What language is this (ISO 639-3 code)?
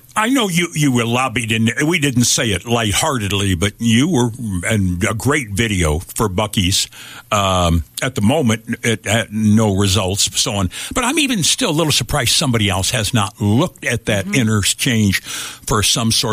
eng